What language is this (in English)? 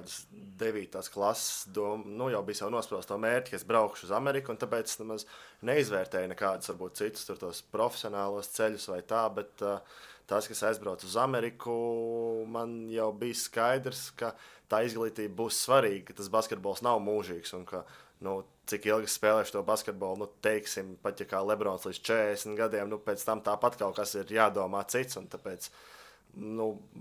Latvian